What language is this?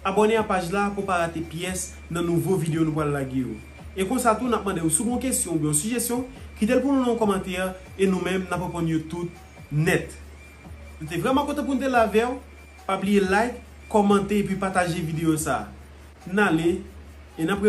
Haitian Creole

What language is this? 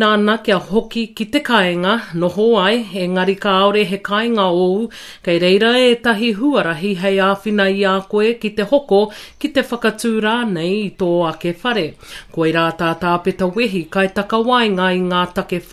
Māori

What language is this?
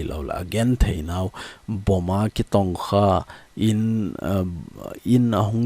Thado Chin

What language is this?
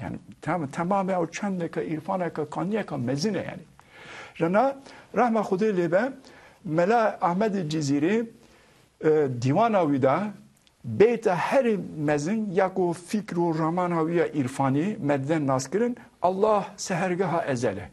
Kurdish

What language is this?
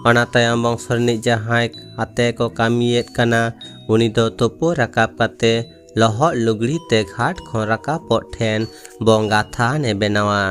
Santali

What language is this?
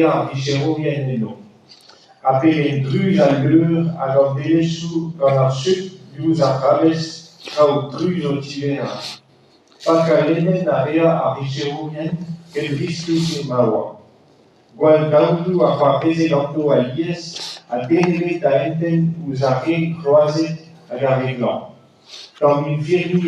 Breton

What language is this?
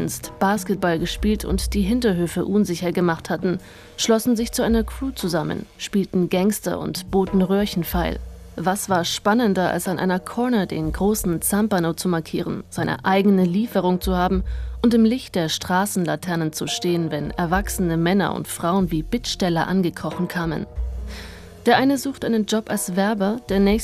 German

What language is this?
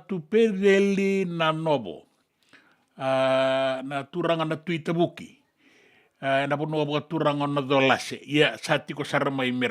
Fijian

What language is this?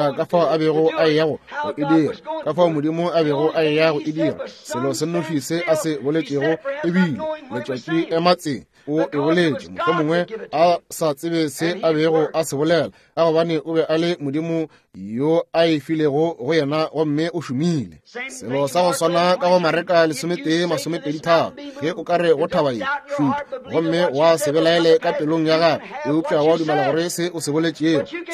Northern Sotho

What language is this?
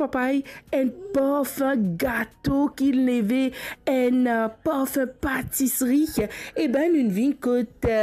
Morisyen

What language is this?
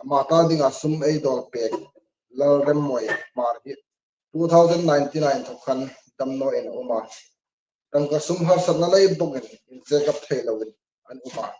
Hmar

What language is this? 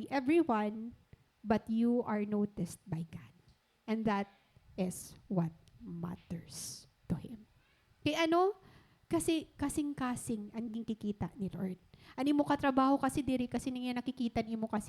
Waray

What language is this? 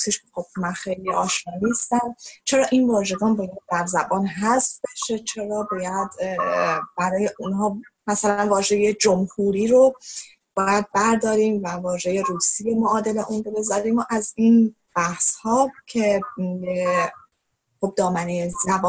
Persian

